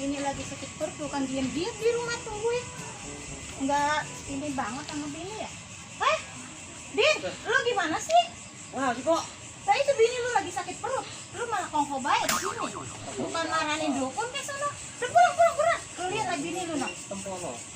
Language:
Betawi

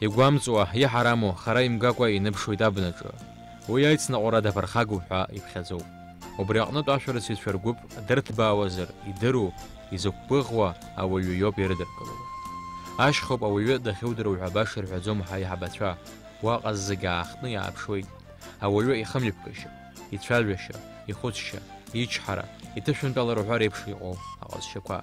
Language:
Abkhazian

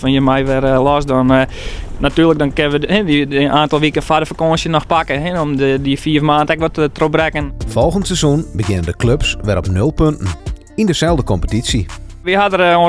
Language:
Western Frisian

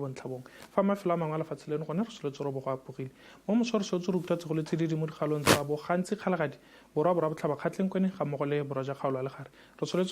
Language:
Tswana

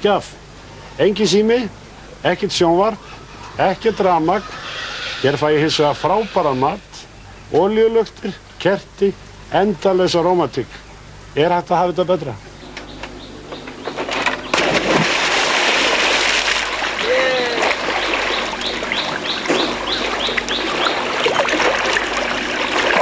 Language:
Icelandic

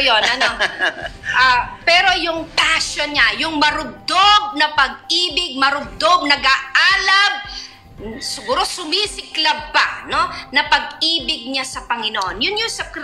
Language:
Filipino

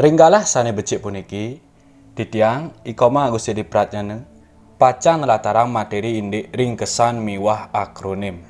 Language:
Balinese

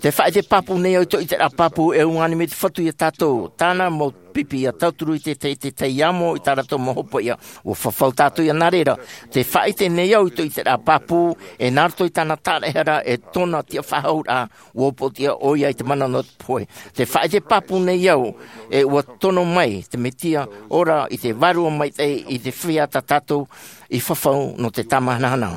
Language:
Tahitian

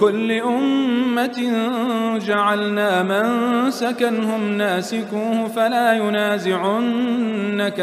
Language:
Arabic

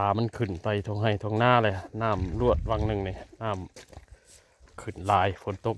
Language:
Northeastern Thai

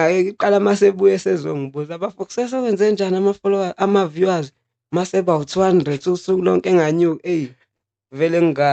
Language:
Zulu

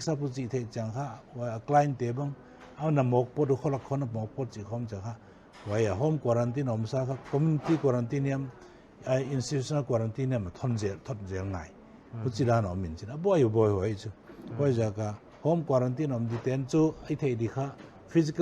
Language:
Paite Chin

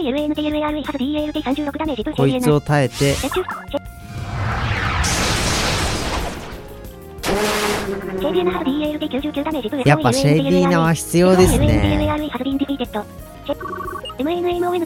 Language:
Japanese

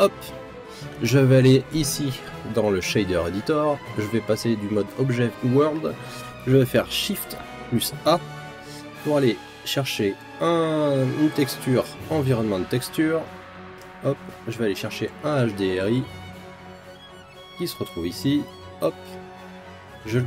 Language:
French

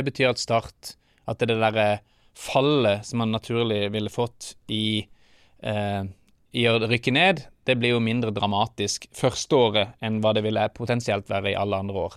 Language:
Norwegian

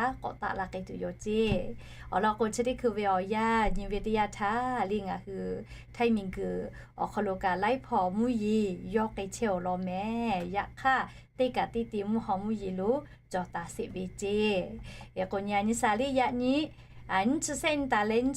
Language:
Lahu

